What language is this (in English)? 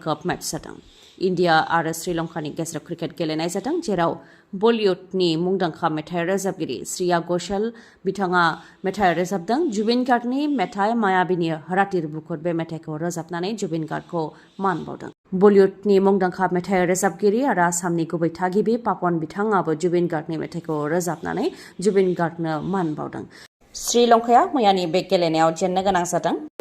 Bodo